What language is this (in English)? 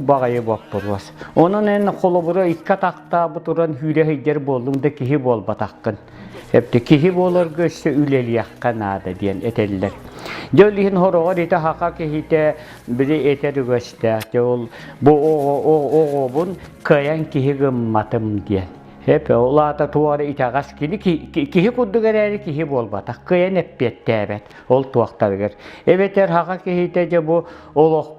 Yakut